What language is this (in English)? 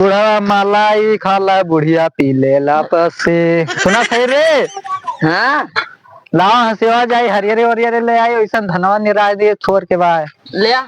Awadhi